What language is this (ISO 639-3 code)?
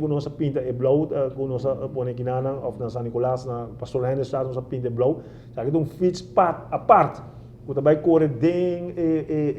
pap